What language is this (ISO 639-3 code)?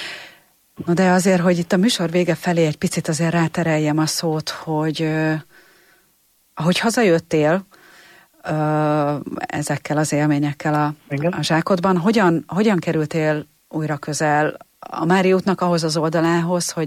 hun